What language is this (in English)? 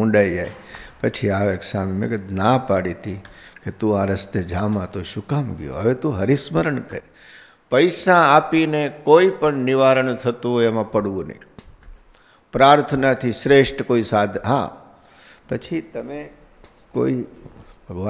Gujarati